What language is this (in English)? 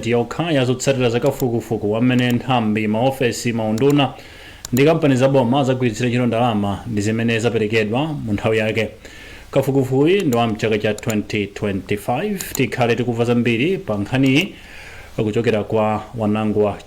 Nyanja